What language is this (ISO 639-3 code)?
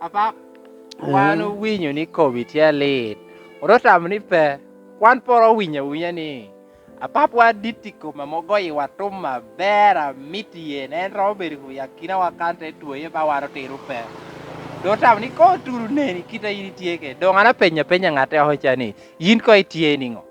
laj